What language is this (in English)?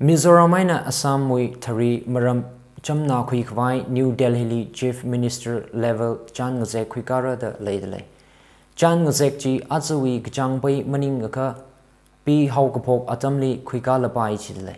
Tangkhul Naga (India)